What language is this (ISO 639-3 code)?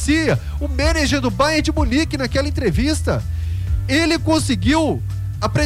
por